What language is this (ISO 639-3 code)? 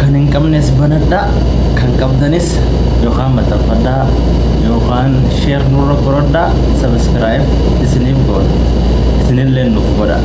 orm